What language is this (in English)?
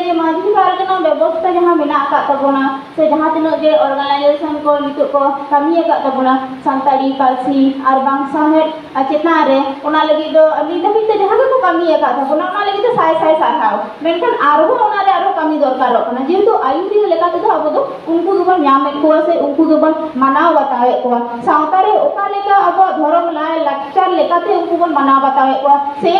Santali